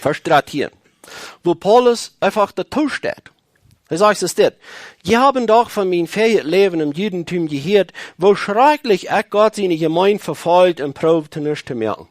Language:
Plautdietsch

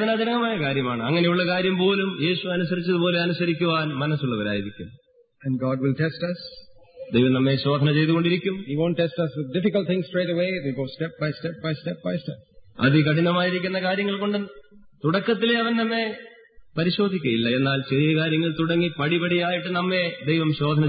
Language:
Malayalam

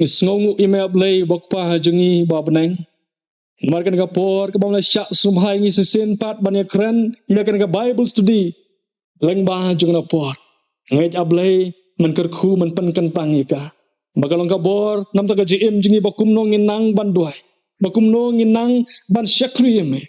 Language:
Khasi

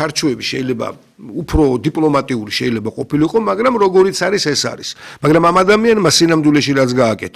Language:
Georgian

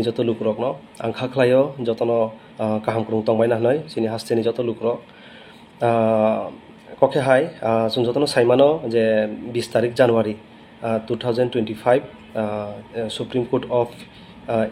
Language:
Riang (India)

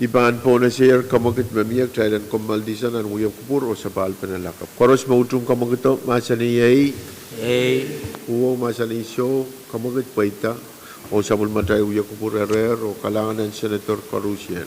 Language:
Pohnpeian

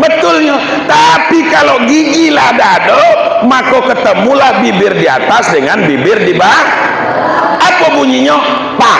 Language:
Minangkabau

